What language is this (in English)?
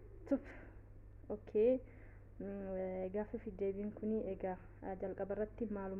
Oromo